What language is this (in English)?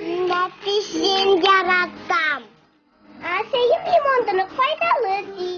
Bashkir